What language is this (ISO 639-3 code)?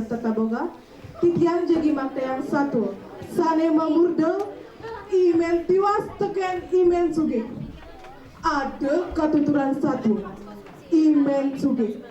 ban